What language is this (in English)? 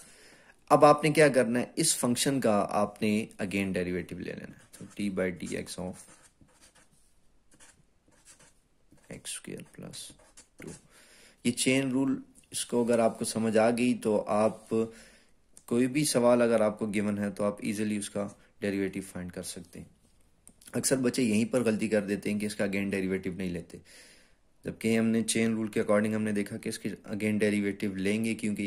Hindi